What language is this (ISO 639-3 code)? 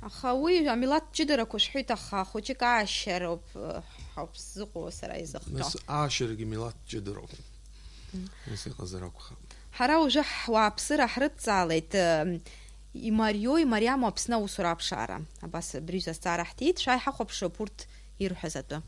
abk